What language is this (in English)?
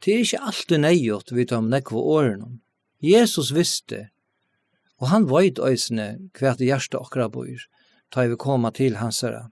Faroese